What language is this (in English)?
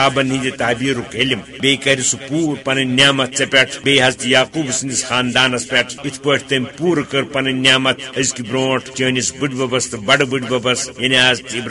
Kashmiri